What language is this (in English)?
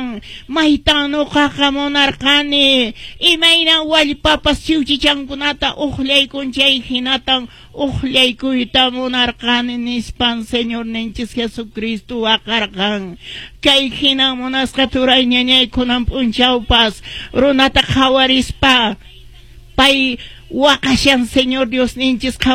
Quechua